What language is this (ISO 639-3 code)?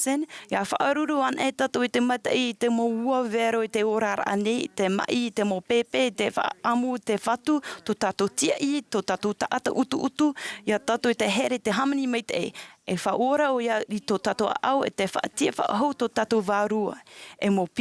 tah